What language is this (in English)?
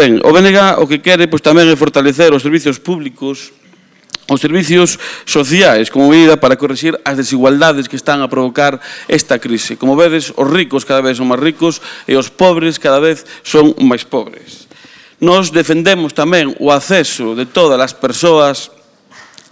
Galician